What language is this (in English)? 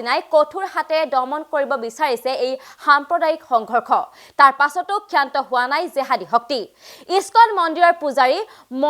Assamese